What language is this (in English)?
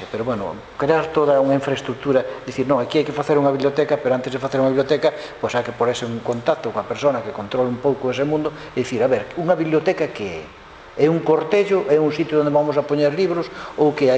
Galician